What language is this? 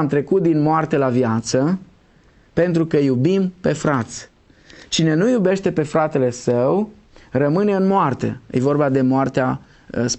Romanian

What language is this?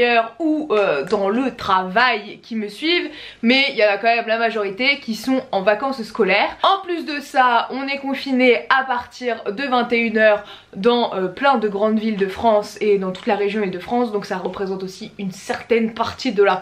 French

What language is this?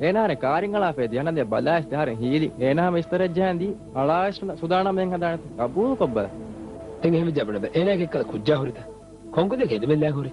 Divehi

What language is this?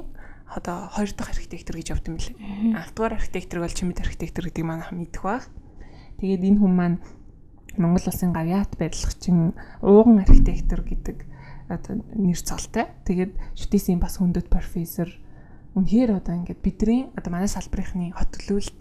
Mongolian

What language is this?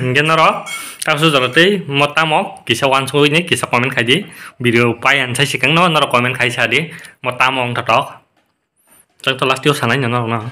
Kok Borok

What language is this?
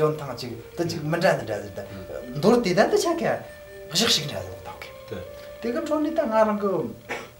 Tibetan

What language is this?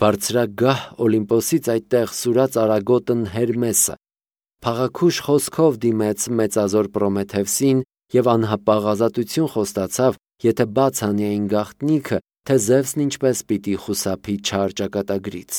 Armenian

